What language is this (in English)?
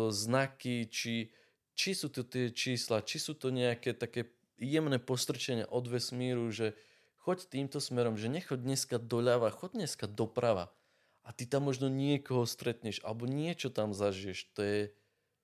Slovak